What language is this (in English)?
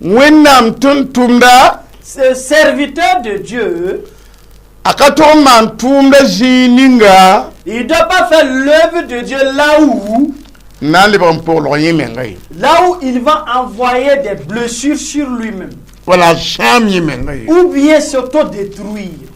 Mossi